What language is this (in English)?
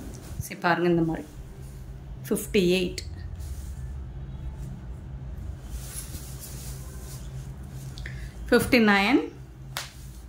Tamil